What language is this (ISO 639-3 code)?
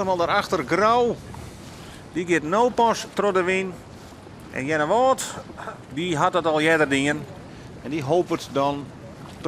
fry